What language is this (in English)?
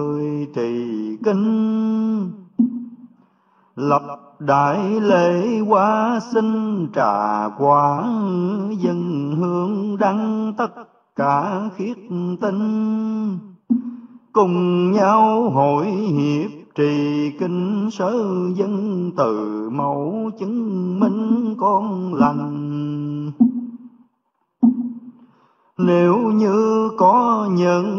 Vietnamese